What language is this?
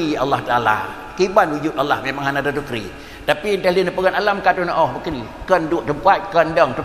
Achinese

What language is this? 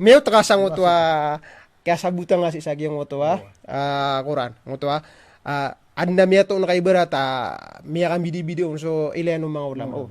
Maranao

